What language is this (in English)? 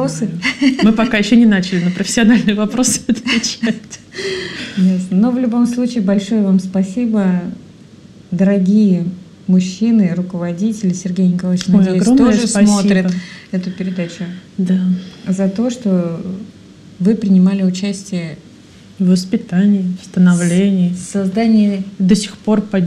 Russian